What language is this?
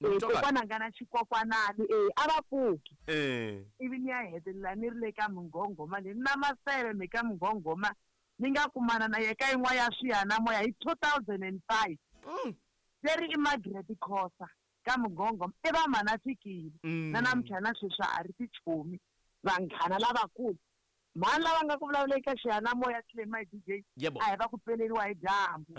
Tsonga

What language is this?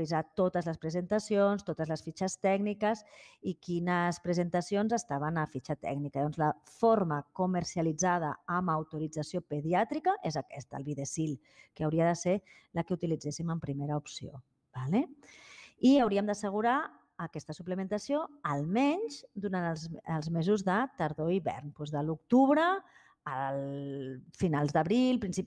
Catalan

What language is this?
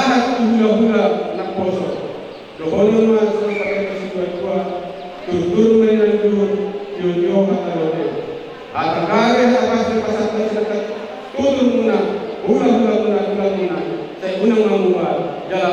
Batak Toba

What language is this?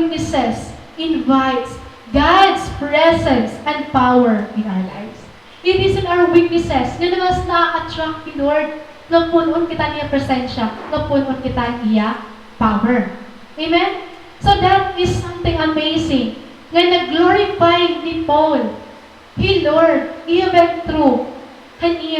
Waray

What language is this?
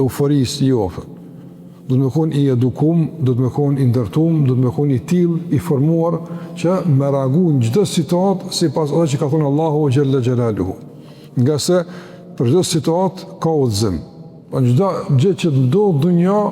Albanian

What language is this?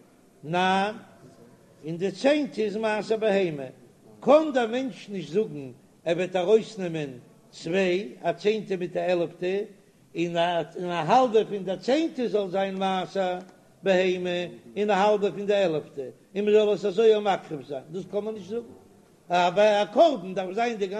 Yiddish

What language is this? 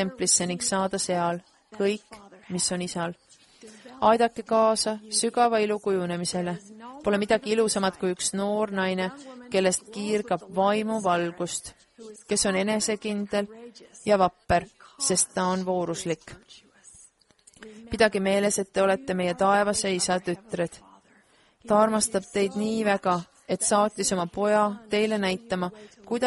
Estonian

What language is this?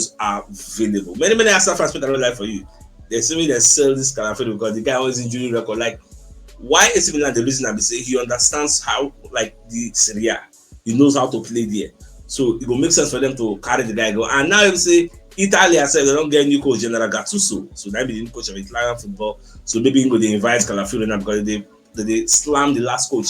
Nigerian Pidgin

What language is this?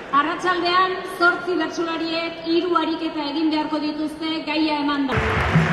Basque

